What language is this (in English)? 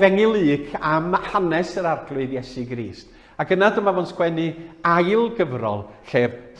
Welsh